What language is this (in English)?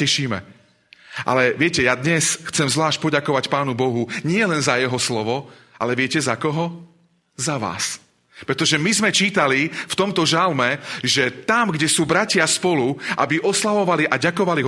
Slovak